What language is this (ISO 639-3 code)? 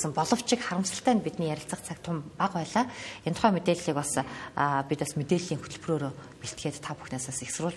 mon